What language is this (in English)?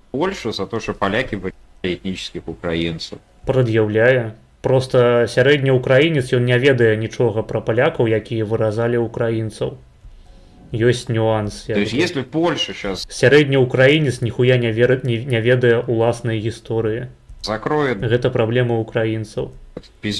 Belarusian